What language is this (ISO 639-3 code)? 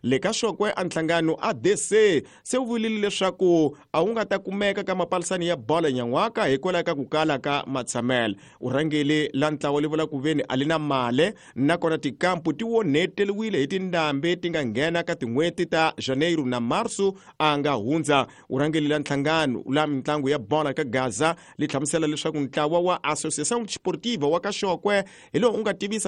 tso